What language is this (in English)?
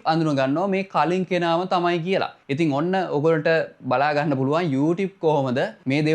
Sinhala